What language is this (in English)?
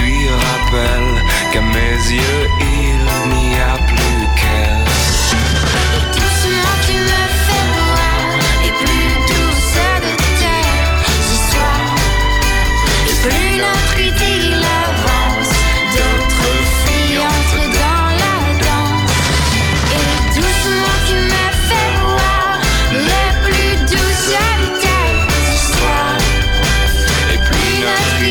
French